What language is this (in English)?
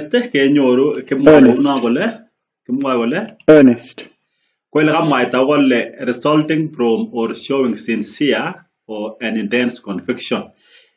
Kalenjin